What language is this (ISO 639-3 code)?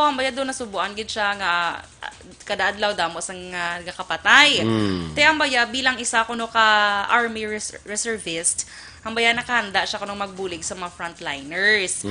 hil